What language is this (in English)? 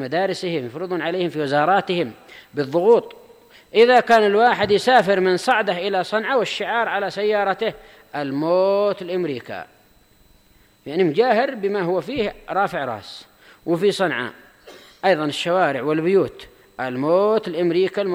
Arabic